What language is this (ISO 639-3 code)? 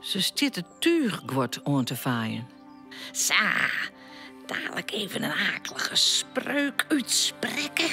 fry